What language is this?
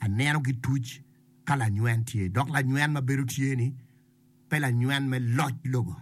Acoli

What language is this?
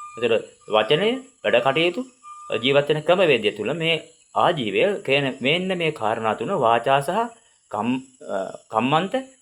Sinhala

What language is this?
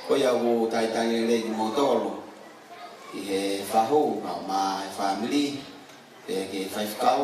Tongan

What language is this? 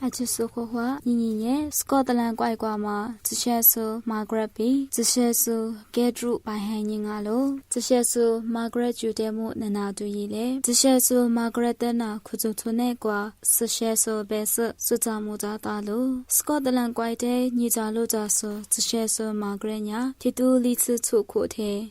Lisu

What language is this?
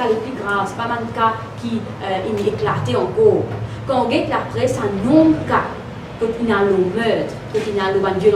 Morisyen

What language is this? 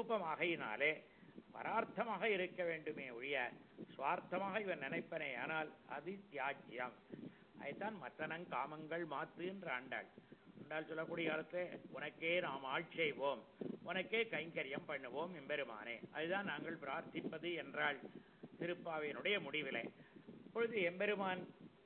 Tamil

